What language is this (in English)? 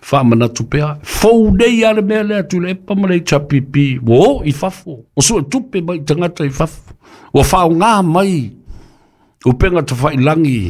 Samoan